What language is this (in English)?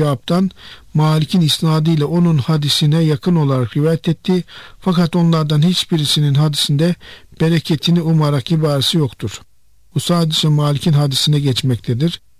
Turkish